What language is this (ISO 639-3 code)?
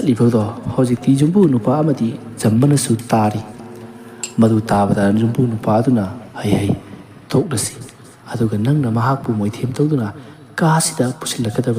mni